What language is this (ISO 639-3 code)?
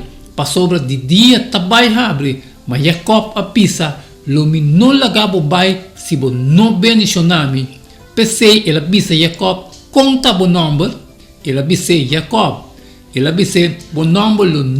pap